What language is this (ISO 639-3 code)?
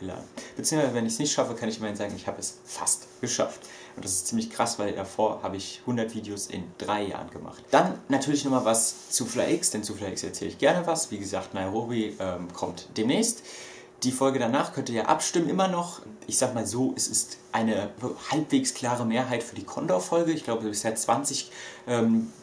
deu